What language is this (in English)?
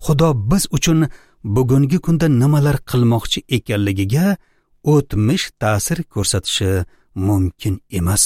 Uzbek